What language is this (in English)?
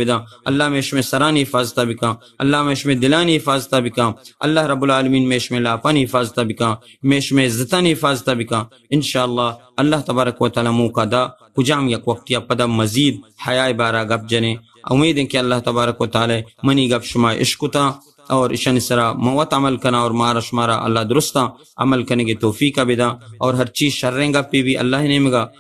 Baluchi